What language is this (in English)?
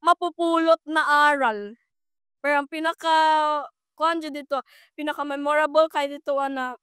Cebuano